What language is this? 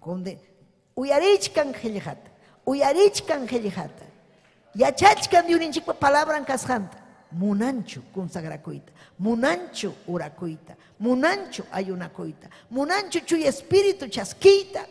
Ayacucho Quechua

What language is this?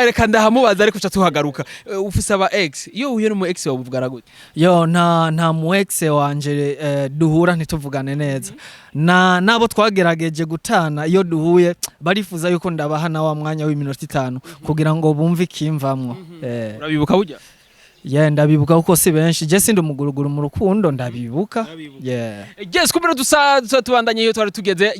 Rundi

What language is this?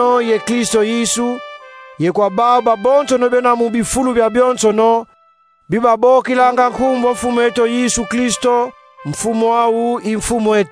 Kongo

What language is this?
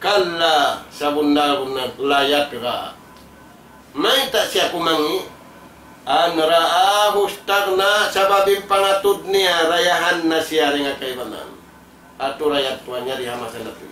Tausug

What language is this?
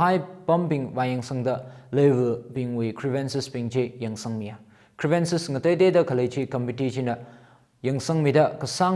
Tangkhul Naga (India)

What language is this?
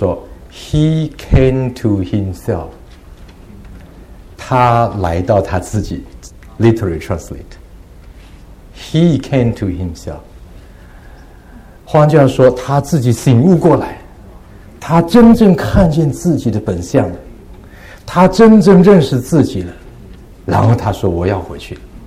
Chinese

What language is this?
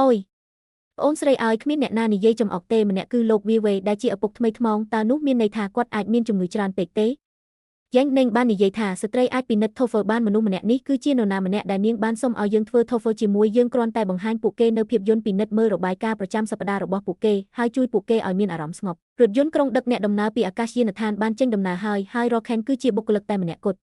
Khmer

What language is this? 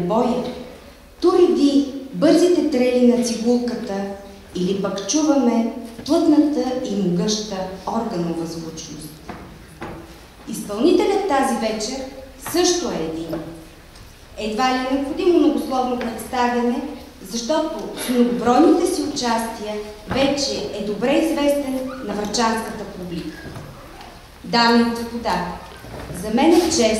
Bulgarian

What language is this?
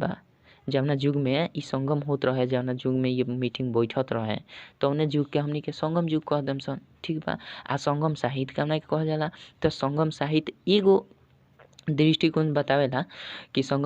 Bhojpuri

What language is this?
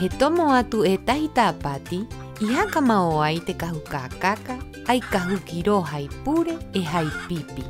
Rapanui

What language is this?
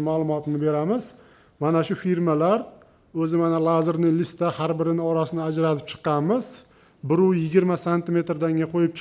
Uzbek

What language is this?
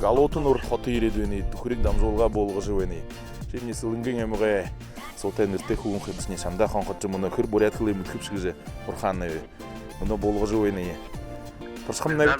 Buriat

